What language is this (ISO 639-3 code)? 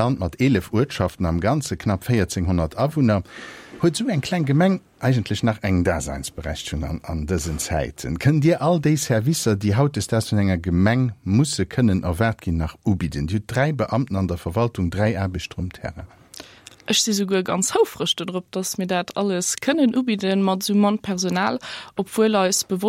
ltz